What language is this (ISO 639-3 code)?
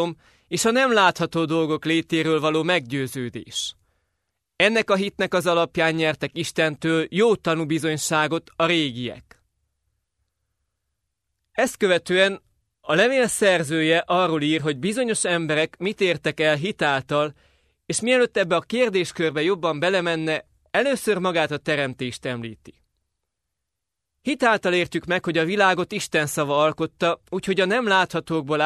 hun